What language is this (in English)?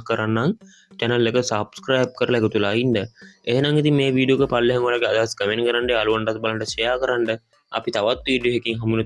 Sinhala